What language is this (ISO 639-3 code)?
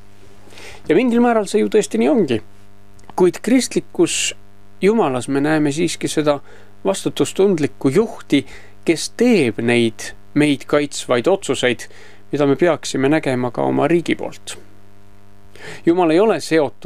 est